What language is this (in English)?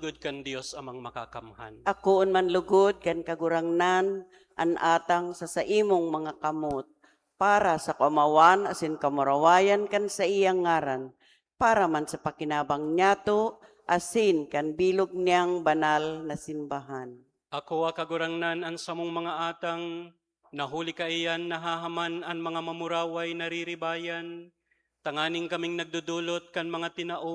Bikol